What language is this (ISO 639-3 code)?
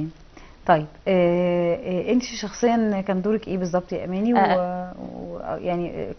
arz